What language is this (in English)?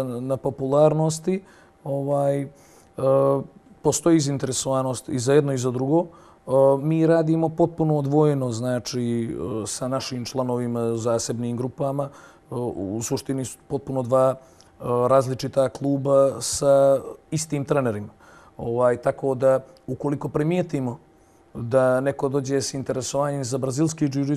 Bosnian